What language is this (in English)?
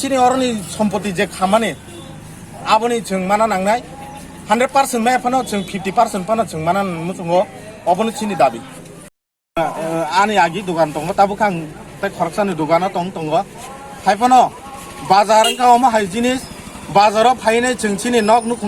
Kok Borok